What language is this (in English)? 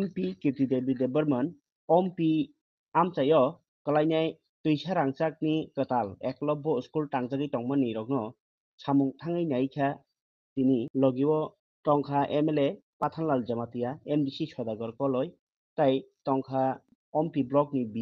Kok Borok